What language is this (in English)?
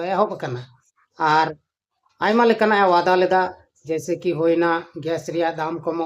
Santali